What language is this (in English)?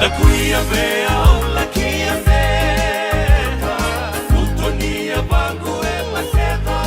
Fijian